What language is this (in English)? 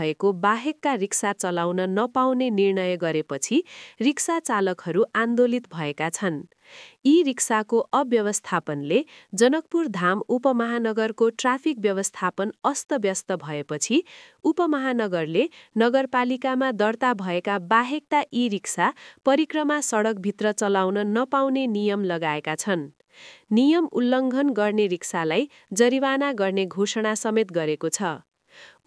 Nepali